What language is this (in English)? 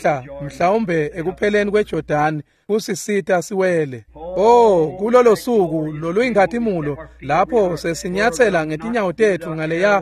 Swati